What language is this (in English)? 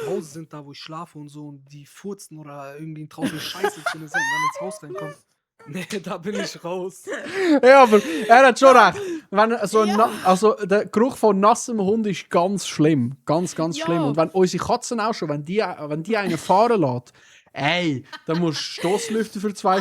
Swiss German